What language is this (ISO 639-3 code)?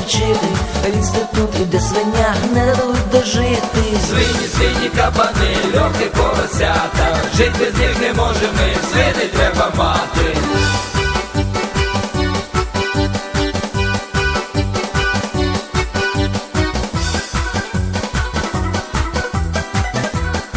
ukr